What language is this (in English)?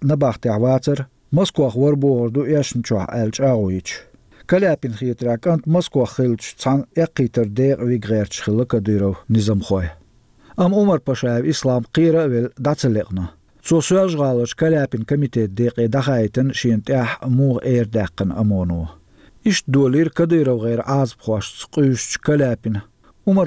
Chechen